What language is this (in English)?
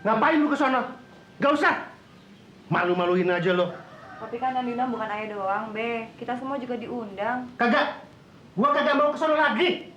Betawi